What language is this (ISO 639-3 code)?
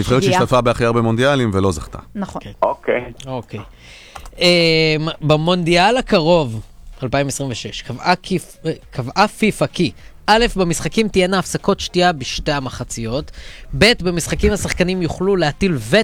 heb